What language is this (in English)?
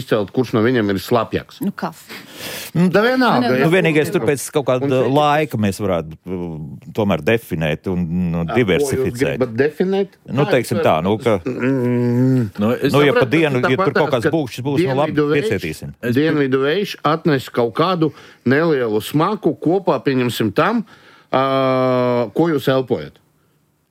Latvian